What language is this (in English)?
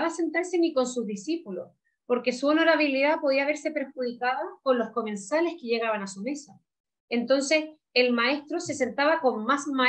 Spanish